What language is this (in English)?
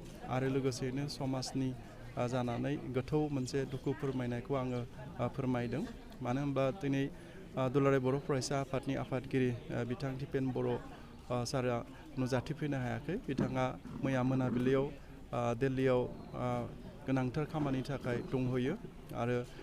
Bodo